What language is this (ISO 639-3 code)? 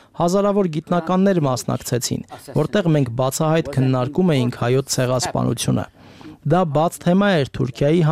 hye